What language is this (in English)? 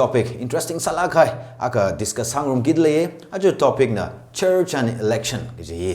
Tangkhul Naga (India)